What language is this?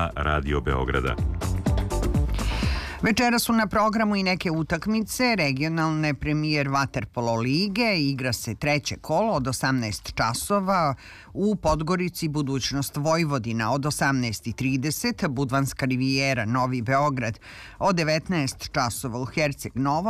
Serbian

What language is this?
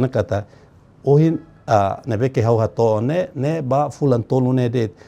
Tetum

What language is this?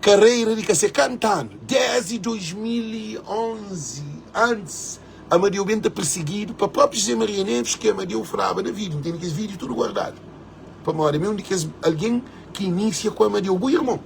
Kabuverdianu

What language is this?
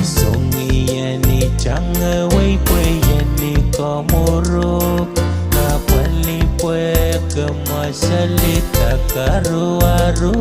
Pohnpeian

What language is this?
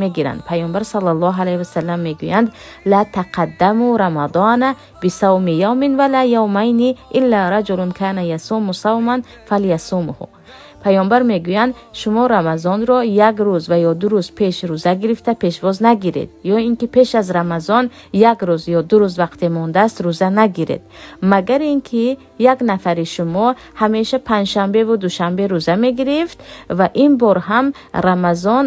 Tajik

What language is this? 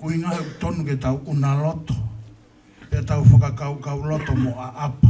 Tongan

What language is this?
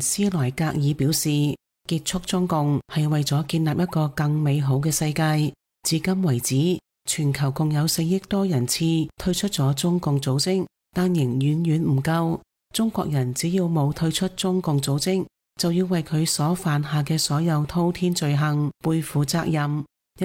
Cantonese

